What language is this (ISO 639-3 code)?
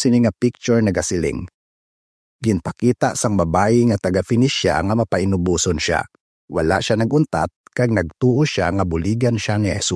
hil